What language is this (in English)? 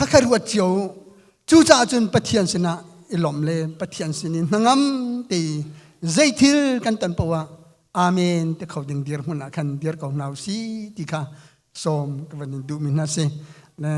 Hakha Chin